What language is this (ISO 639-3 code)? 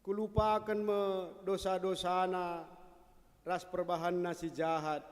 btx